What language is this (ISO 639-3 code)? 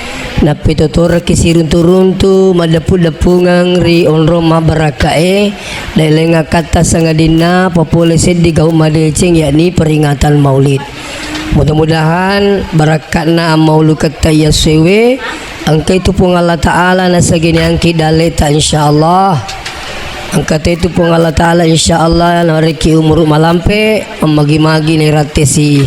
bug